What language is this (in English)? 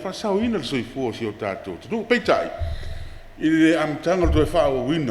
Samoan